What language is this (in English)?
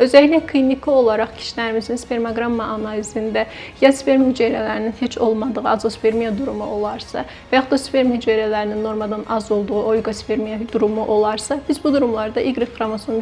Azerbaijani